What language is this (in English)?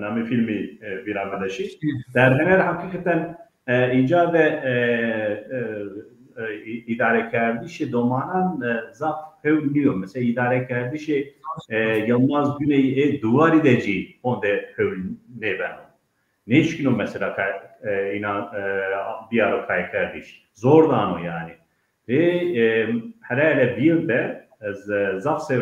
Zaza